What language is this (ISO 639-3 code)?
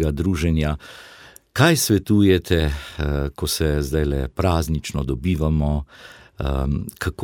slv